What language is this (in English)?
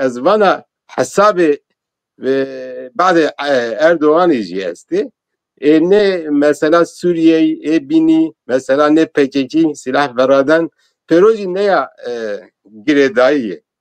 Zaza